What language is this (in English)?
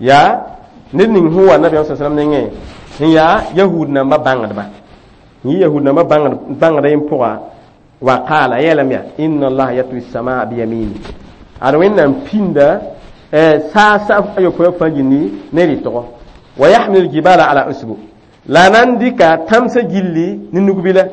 Mossi